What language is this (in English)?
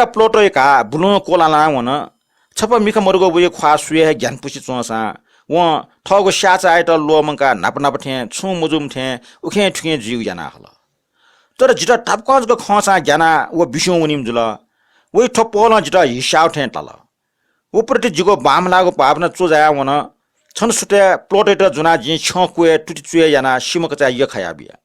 Newari